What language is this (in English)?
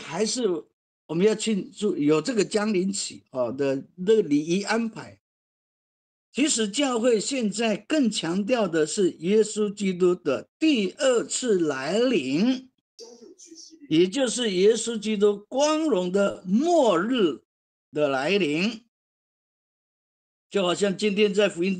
Chinese